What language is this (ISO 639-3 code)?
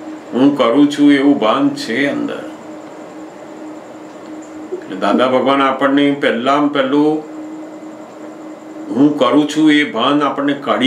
guj